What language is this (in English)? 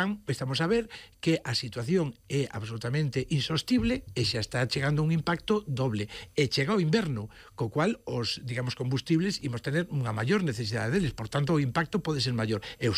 Galician